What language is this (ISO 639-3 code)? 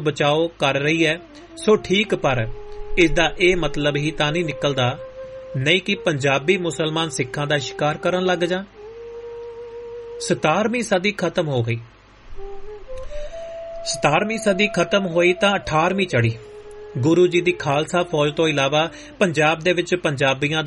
pan